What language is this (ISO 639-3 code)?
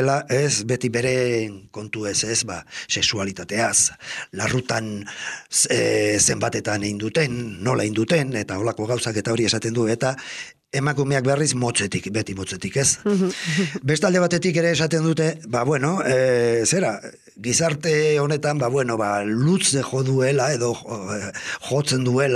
eus